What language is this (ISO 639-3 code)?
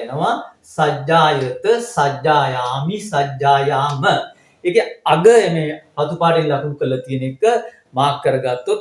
sin